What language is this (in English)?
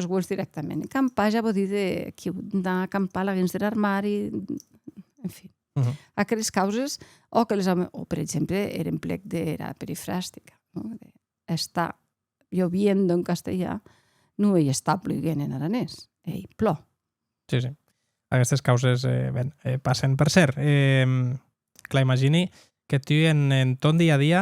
Occitan